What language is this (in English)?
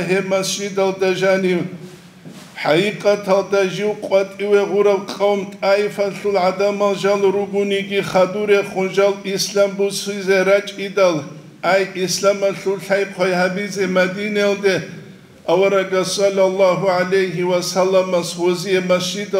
Avaric